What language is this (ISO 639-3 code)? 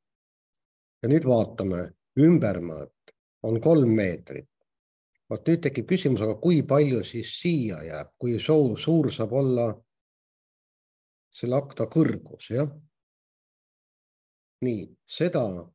est